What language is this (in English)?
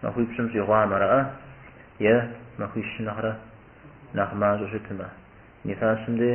Kabardian